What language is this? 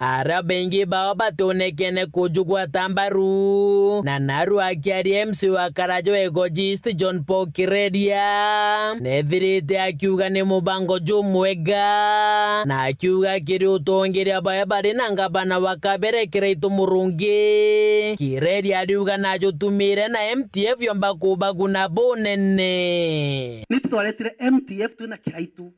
Meru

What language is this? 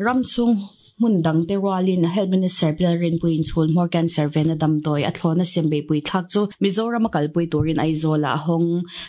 Mizo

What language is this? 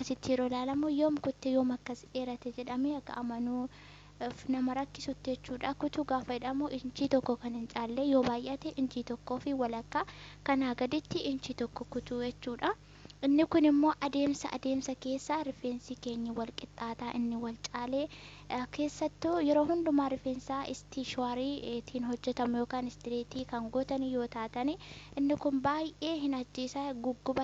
Oromo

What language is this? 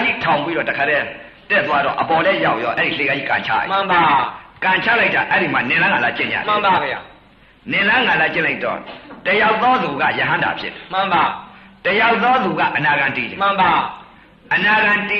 Burmese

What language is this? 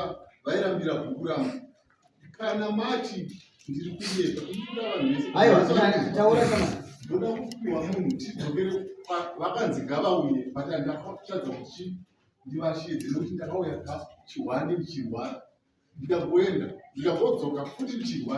Shona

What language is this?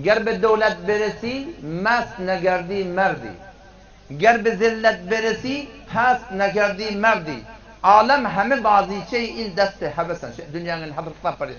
Turkmen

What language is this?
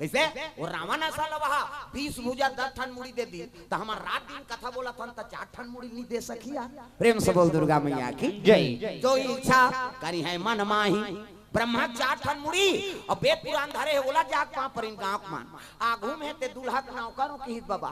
Chhattisgarhi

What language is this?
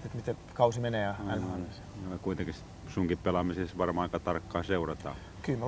Finnish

